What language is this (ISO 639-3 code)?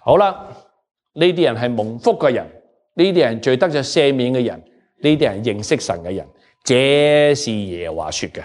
yue